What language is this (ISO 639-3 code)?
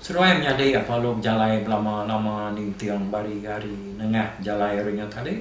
iba